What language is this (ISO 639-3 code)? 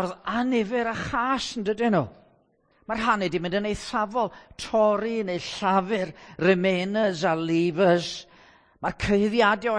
cym